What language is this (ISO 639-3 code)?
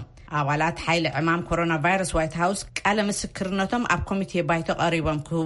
tir